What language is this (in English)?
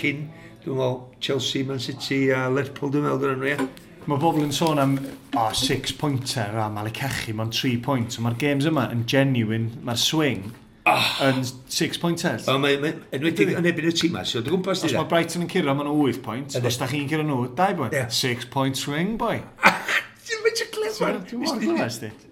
Welsh